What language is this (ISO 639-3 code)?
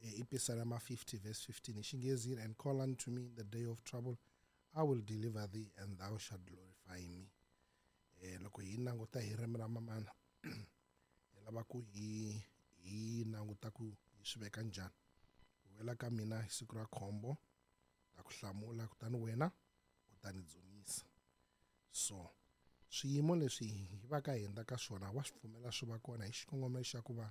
tso